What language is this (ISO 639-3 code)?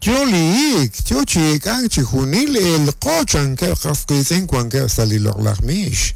kek